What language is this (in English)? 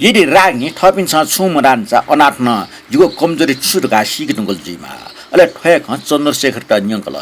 Newari